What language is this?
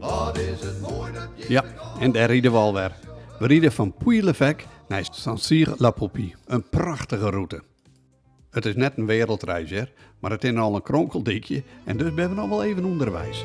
Western Frisian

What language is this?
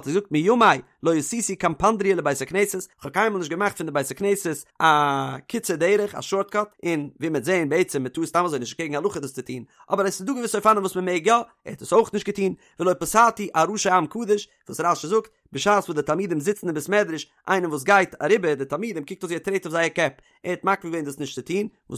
Yiddish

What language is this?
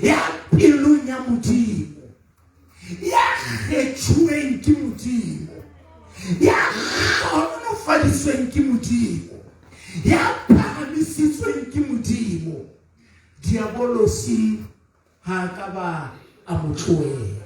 Southern Sotho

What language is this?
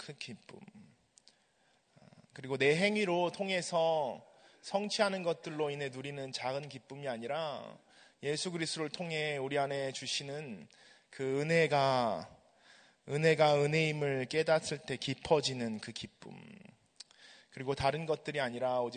Korean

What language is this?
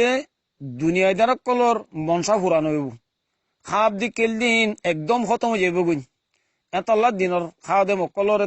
Rohingya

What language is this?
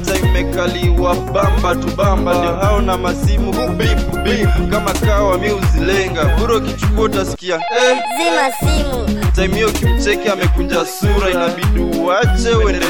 Swahili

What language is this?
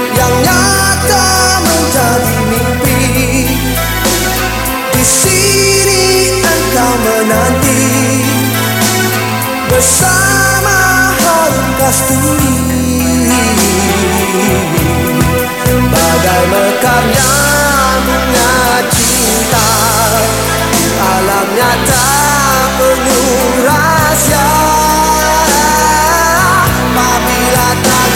Malay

